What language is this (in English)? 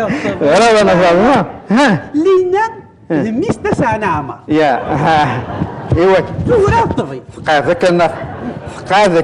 Kabyle